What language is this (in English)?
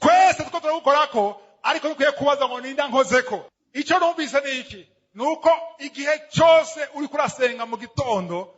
Rundi